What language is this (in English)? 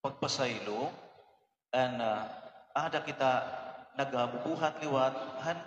Waray